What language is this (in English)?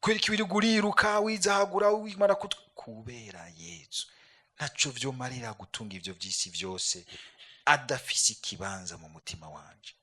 Rundi